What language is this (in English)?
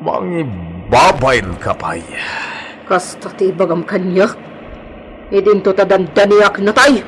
Iloko